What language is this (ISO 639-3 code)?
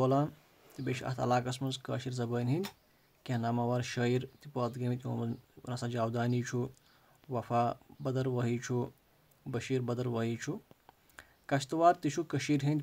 kas